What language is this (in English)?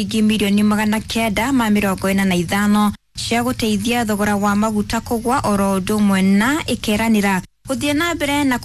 Kikuyu